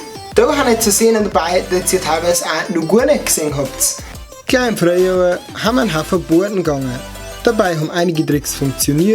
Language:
Bavarian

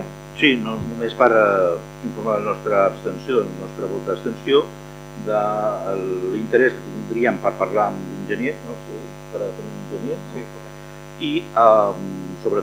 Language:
Catalan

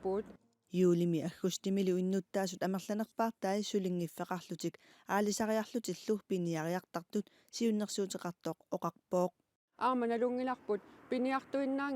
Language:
Kalaallisut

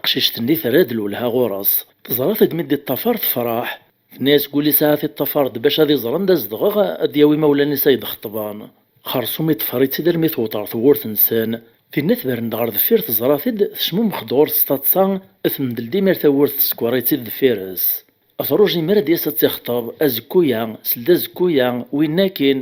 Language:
Kabyle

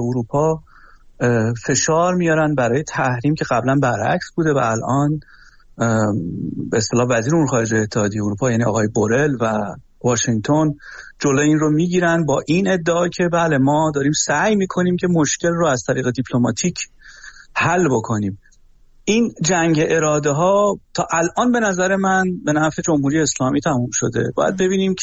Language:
Persian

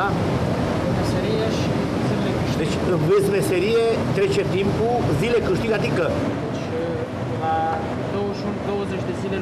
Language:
Romanian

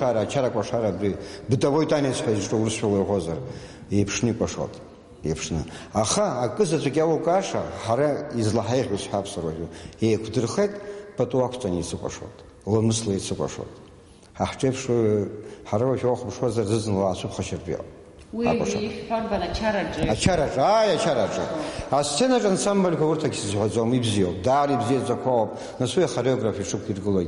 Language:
Abkhazian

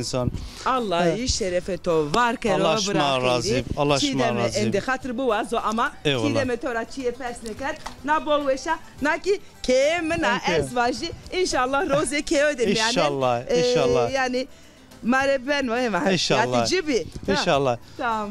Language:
Zaza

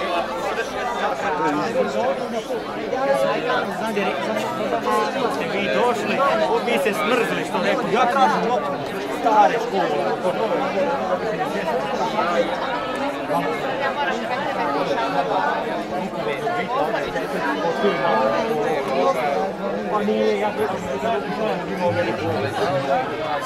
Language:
Croatian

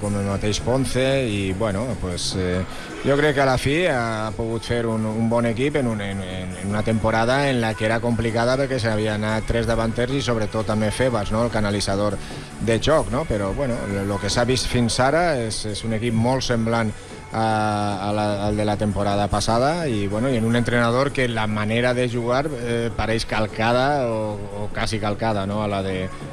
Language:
Catalan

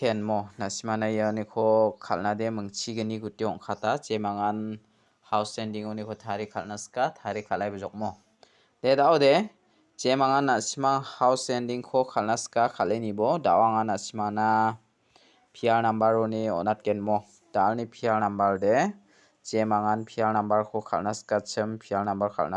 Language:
Garo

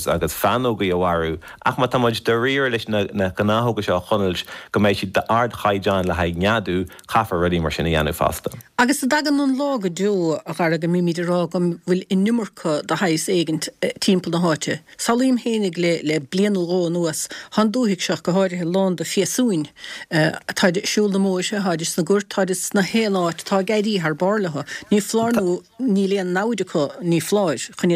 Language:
Irish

